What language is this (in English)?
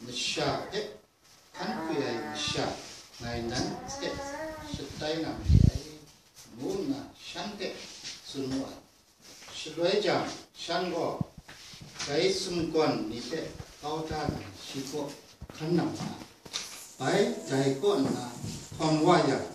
Kachin